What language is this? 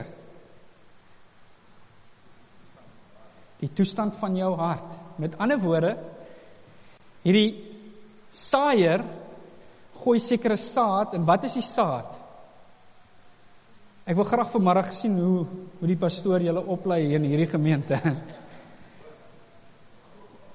Afrikaans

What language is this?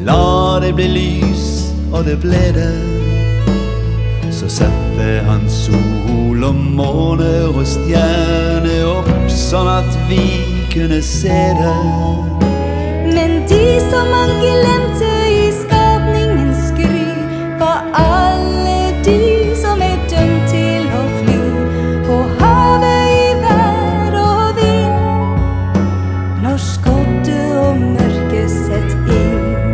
Norwegian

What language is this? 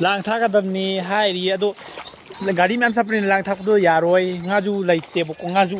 Manipuri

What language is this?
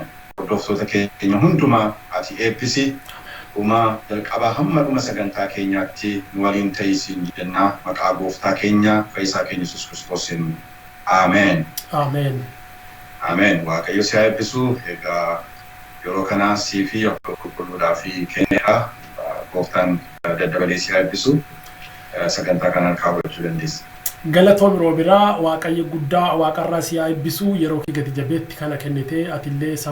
Oromo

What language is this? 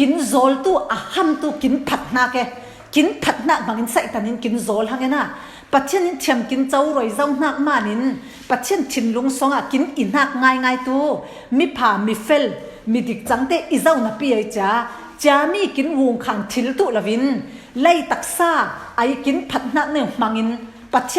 Falam Chin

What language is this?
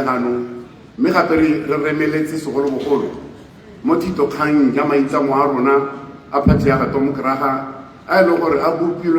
Tswana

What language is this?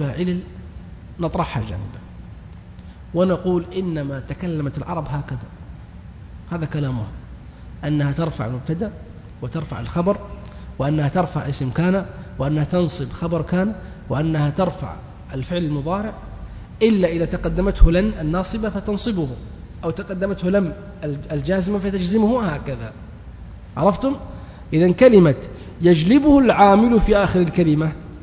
Arabic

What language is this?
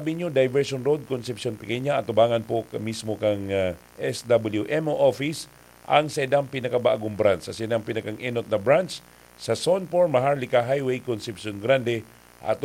Bikol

